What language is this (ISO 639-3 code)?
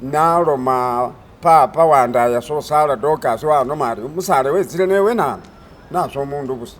myx